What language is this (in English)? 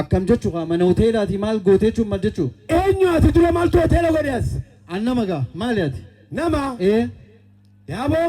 Oromo